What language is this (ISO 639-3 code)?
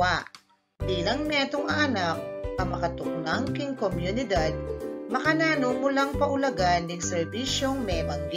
pam